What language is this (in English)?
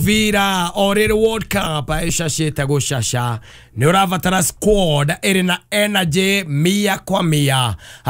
Kikuyu